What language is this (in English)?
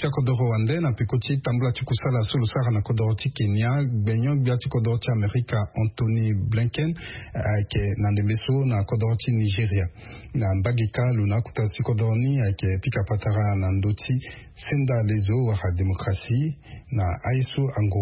Sango